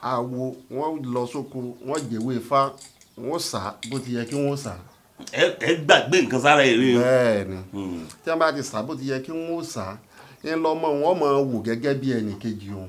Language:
Yoruba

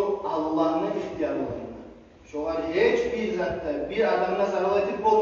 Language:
Kumyk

